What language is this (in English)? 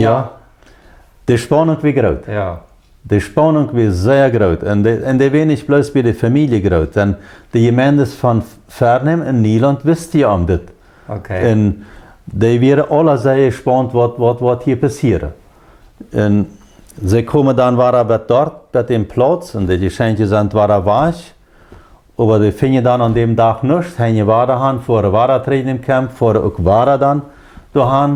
Plautdietsch